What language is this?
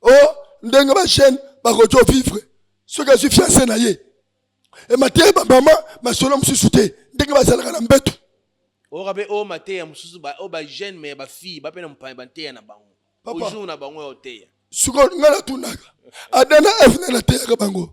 Lingala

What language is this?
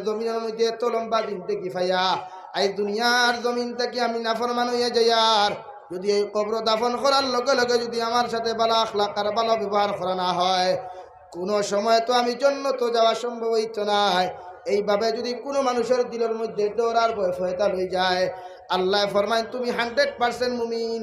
Sylheti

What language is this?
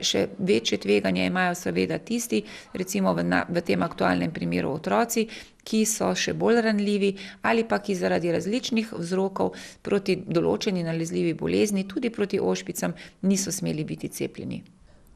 Slovenian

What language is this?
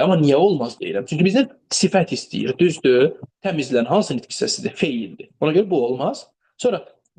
Azerbaijani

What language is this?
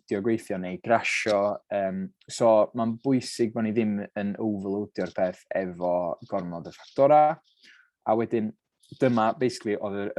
Welsh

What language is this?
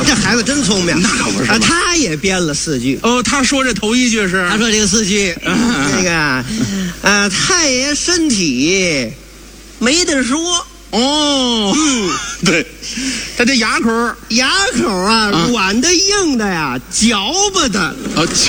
Chinese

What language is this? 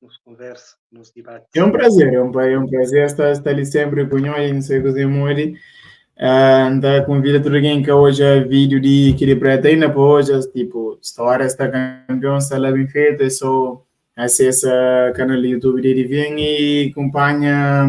Kabuverdianu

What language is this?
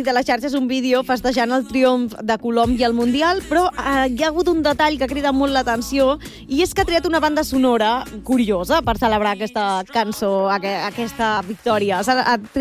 Catalan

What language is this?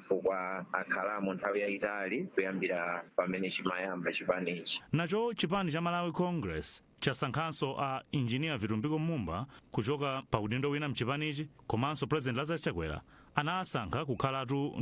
Nyanja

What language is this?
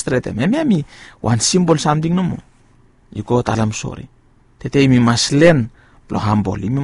Bislama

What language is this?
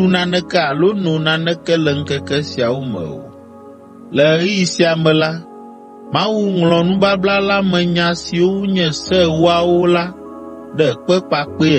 Ewe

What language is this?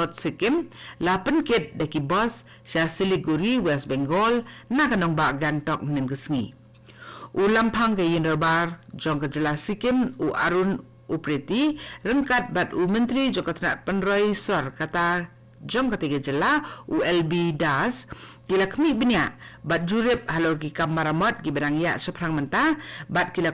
Khasi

